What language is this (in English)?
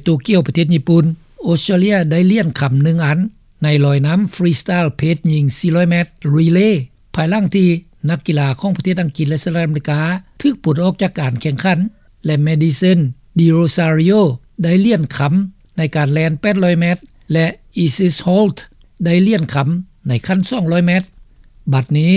Lao